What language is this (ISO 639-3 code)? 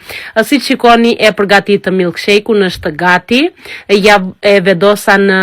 sqi